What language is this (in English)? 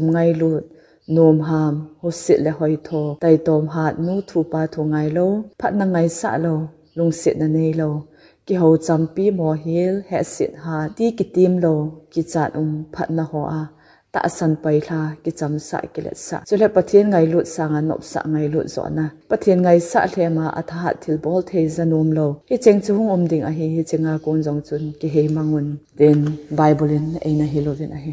Thado Chin